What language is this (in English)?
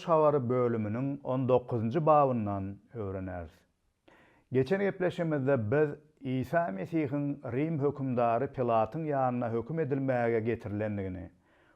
Turkmen